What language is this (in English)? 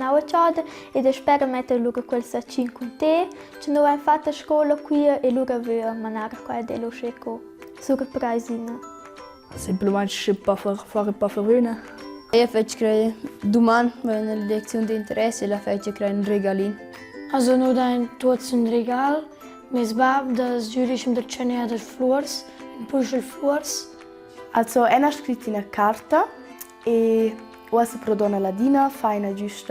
Romansh